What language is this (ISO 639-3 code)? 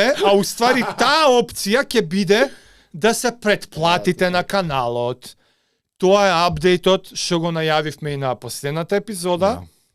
mkd